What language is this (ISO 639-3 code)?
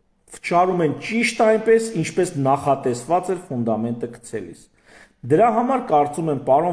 hye